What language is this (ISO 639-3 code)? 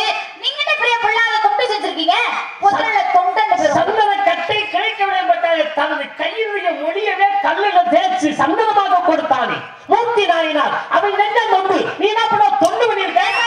tam